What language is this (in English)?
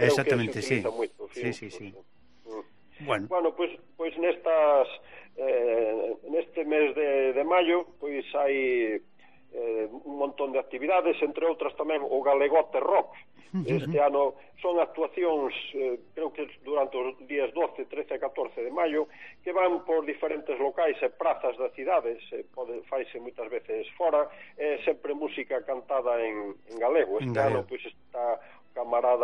Galician